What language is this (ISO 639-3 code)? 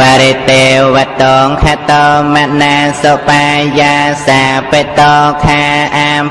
khm